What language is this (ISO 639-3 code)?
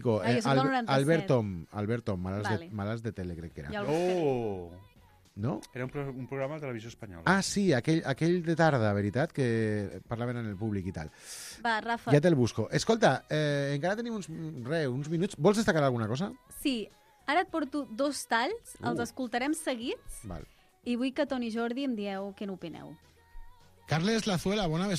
cat